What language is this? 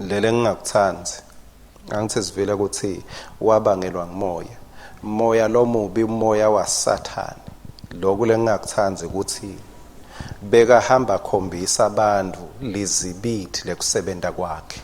Swati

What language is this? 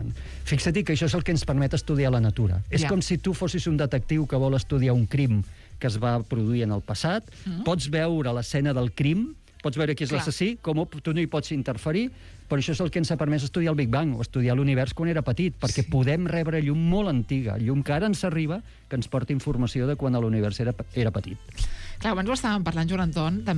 Catalan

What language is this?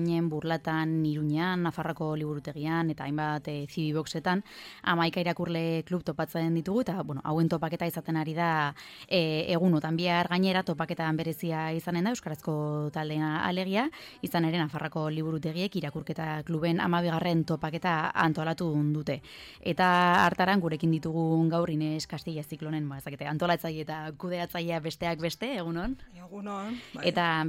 Basque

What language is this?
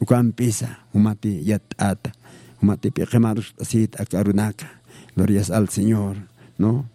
Aymara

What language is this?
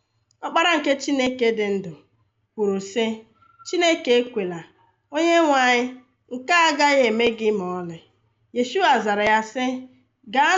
Igbo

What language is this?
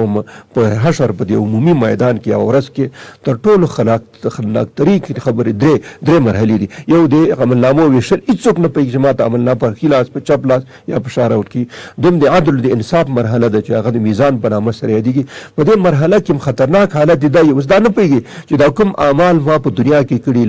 Pashto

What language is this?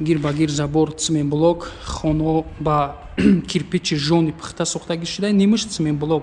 Tajik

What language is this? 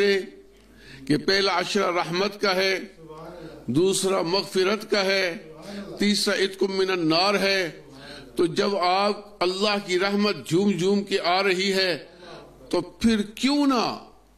Urdu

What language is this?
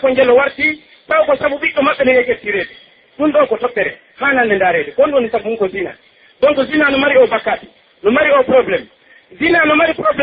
Pular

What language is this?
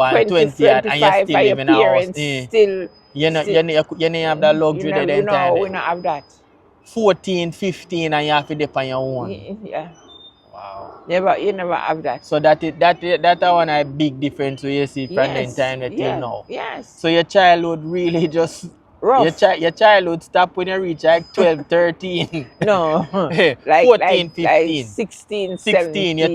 Jamaican Creole English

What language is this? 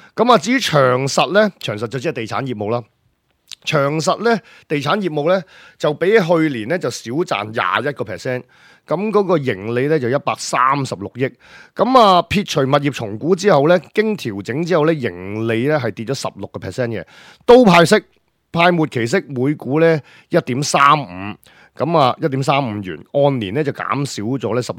Cantonese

